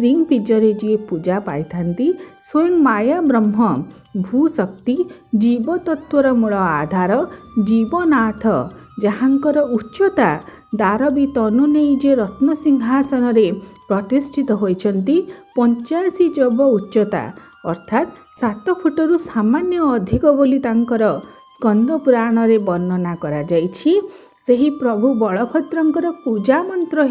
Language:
Odia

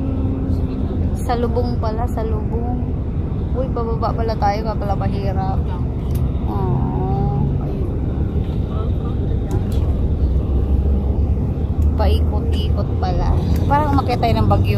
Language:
Filipino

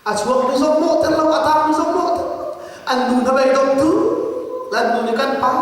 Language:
Hakha Chin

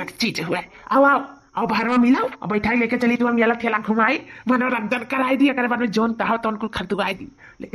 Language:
Awadhi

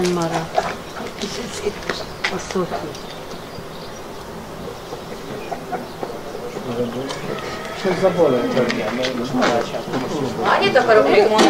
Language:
Hungarian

